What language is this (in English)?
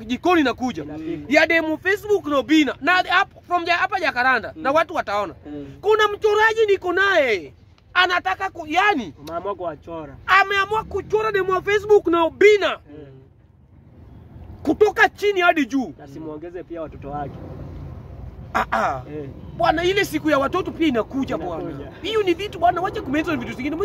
Swahili